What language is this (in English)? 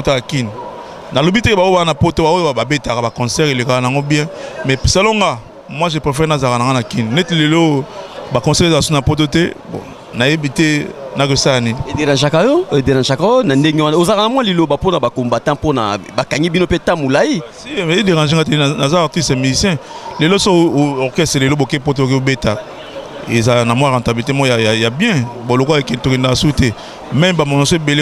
Lingala